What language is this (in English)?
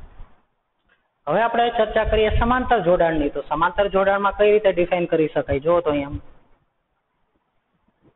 Gujarati